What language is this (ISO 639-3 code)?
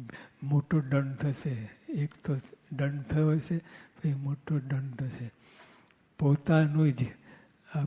guj